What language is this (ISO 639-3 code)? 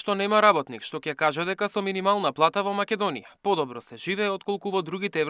mkd